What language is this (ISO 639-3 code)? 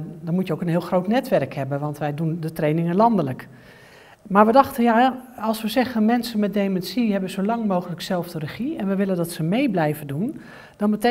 nld